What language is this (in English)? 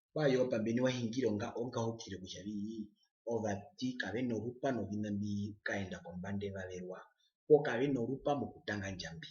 Herero